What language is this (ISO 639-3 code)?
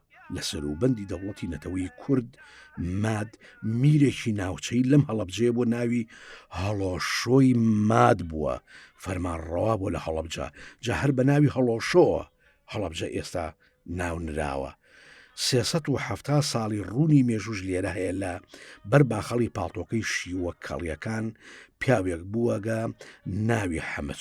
ckb